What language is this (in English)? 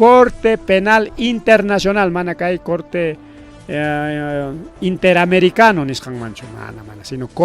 Ayacucho Quechua